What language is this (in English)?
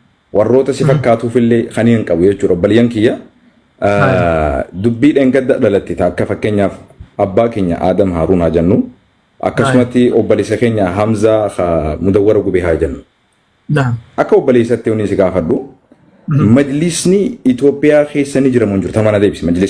Oromo